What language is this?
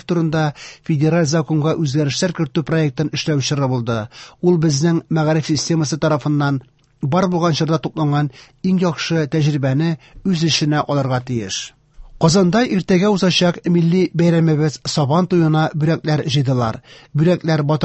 Tatar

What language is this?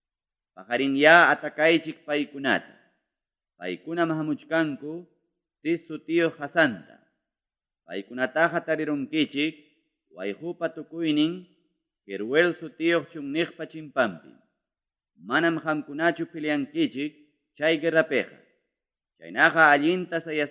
Ayacucho Quechua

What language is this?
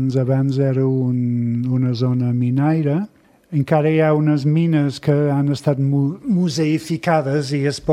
Catalan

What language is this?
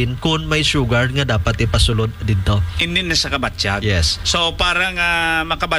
Hiligaynon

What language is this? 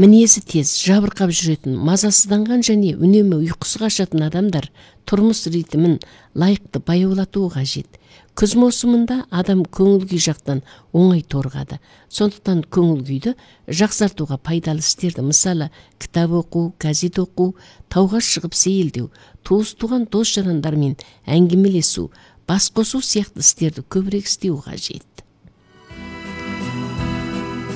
Kazakh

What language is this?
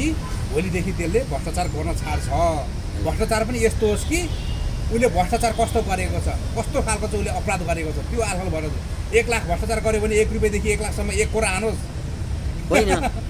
Nepali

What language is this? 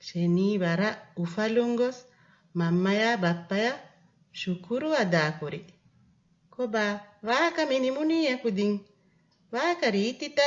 Divehi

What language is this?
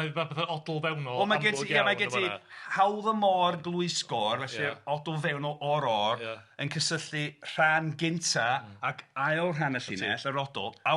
Welsh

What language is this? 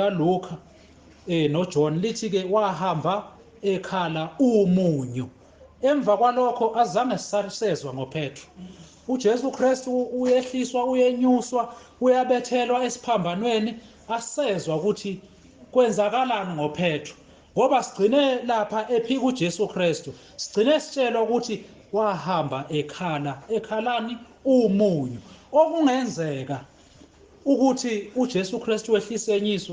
Zulu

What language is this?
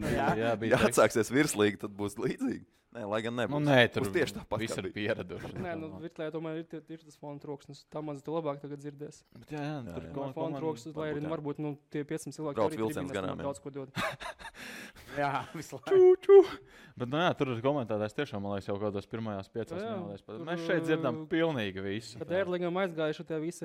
Latvian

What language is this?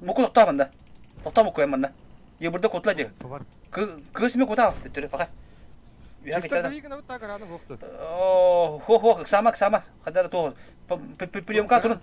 Yakut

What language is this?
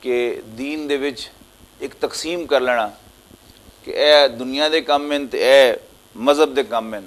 Western Panjabi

